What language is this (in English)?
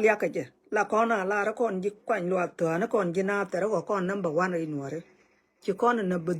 Nuer